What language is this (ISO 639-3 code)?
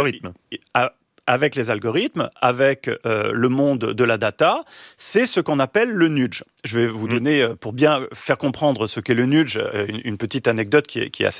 fra